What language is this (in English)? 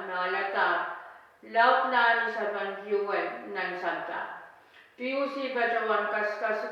Pohnpeian